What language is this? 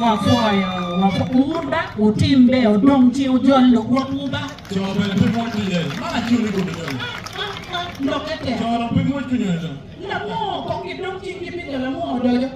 Acoli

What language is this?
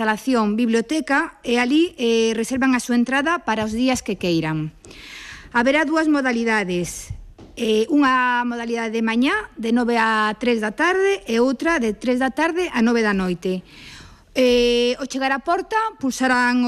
Galician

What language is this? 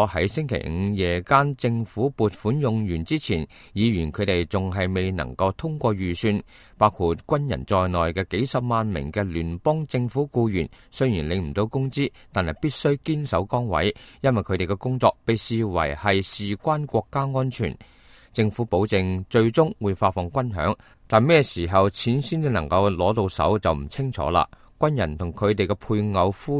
Cantonese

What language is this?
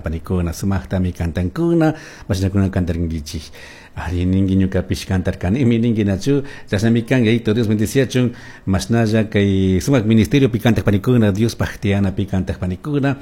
Chimborazo Highland Quichua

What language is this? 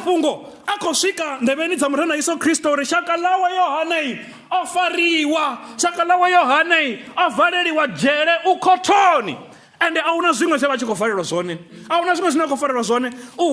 Venda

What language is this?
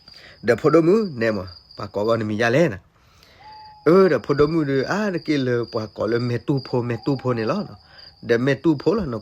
S'gaw Karen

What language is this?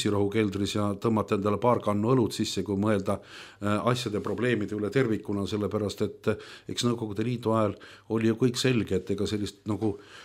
Estonian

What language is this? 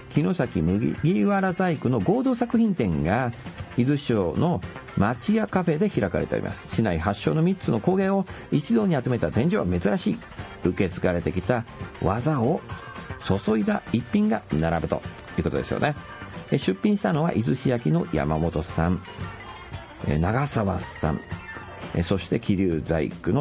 Japanese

